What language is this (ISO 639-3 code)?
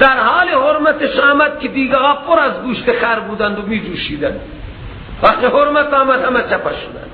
fas